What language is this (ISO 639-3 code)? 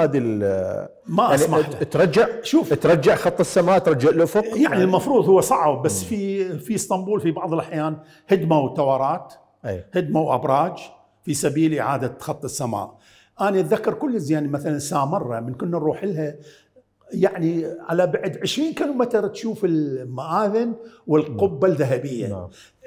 acm